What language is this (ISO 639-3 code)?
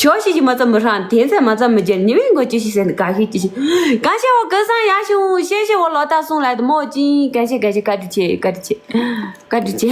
bod